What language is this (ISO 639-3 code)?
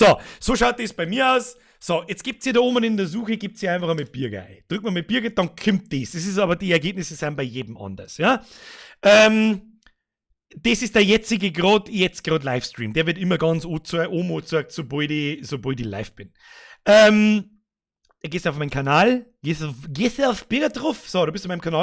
bar